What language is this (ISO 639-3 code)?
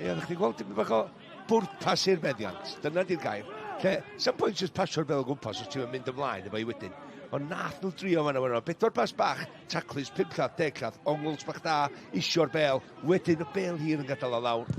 cym